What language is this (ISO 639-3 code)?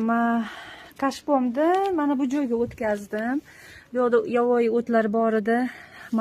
uzb